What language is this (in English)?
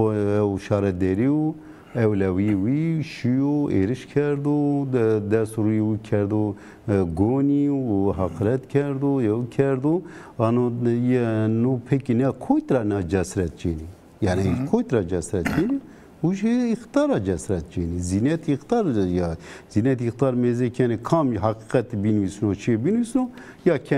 Zaza